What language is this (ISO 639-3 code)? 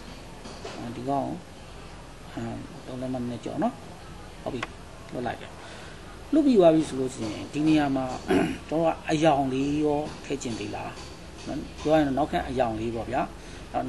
mya